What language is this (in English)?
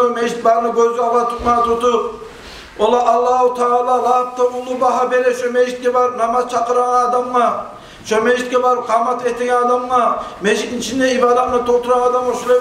Kumyk